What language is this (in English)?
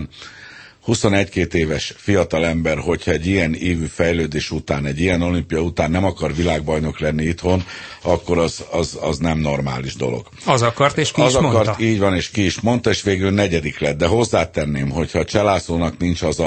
Hungarian